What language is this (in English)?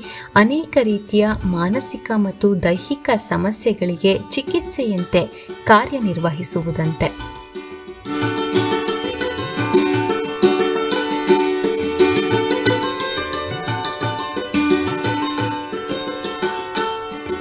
Kannada